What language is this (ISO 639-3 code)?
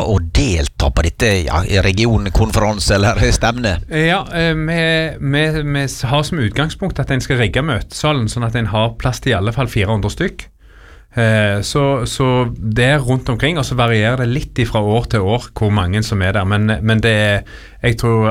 nor